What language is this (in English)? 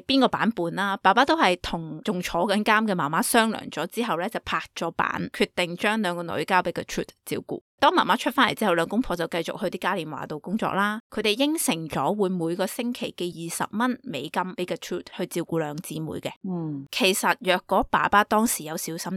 Cantonese